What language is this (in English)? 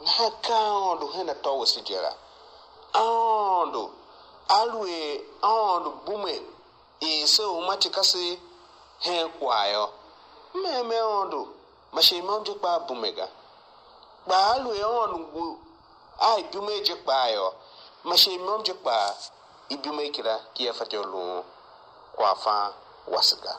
Tiv